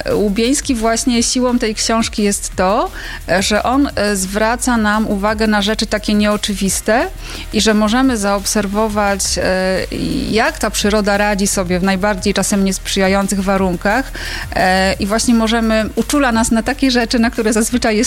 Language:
Polish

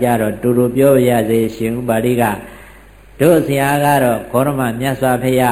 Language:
Burmese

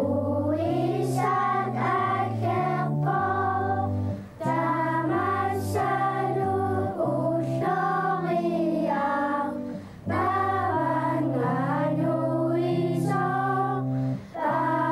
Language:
Kalaallisut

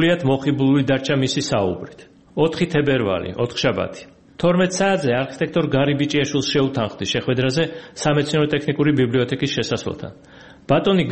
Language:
Georgian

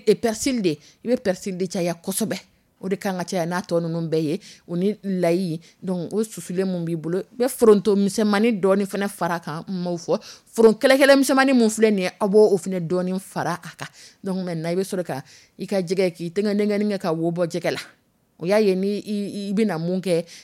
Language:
Dyula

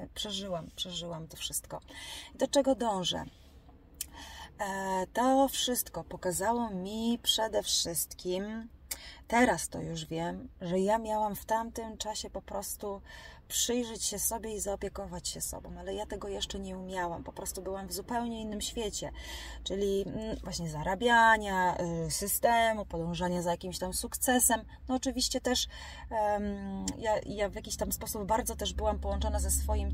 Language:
Polish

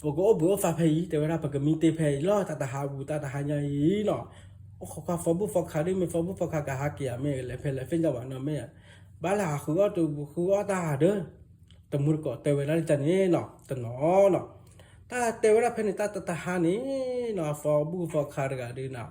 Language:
S'gaw Karen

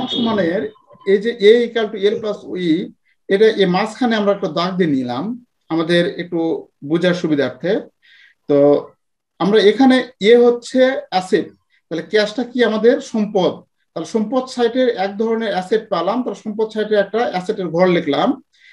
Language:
Bangla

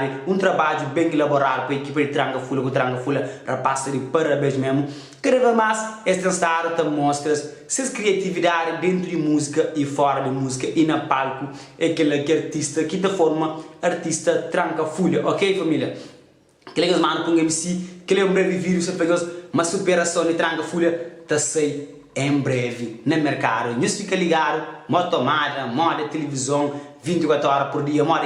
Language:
Kabuverdianu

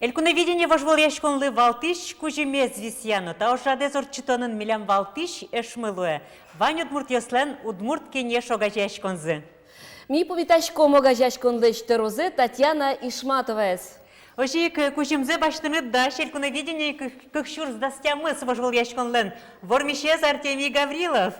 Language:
Udmurt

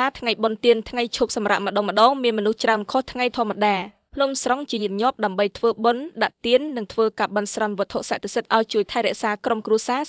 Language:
Khmer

